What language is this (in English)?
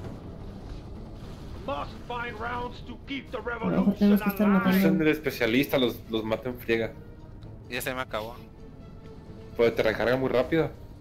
Spanish